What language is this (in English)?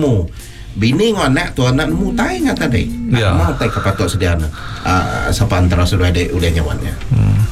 Malay